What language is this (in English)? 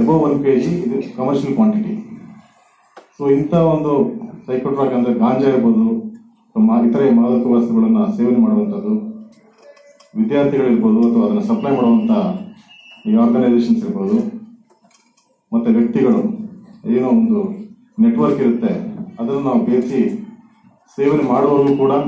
Kannada